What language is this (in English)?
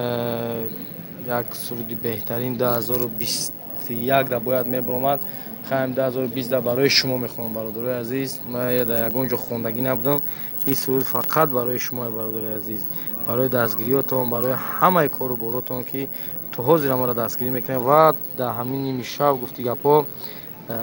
Tajik